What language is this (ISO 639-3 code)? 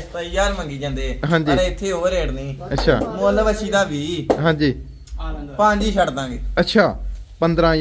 pan